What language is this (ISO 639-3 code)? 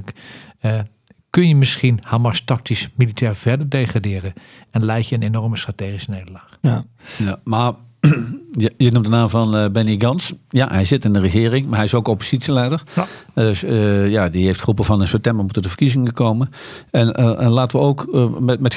nld